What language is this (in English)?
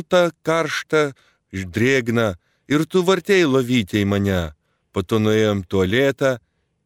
Lithuanian